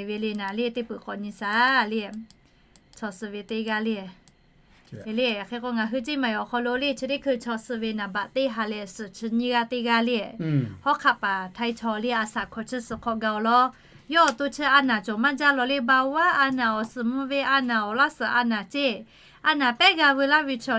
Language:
Lahu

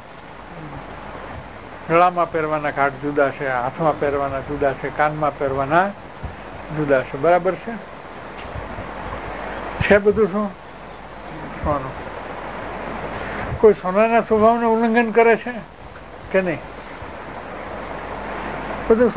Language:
Gujarati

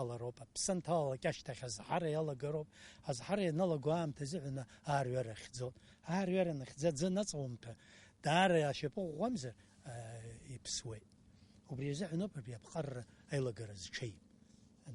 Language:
Abkhazian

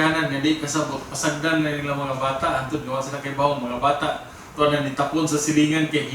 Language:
Cebuano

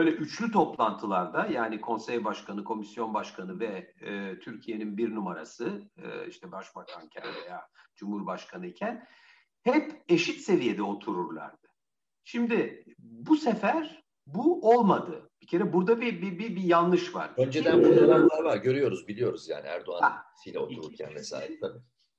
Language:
Turkish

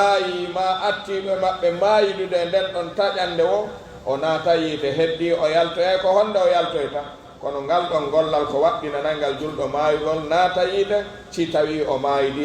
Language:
Pular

